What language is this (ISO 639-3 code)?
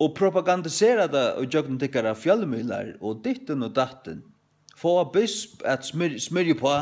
fao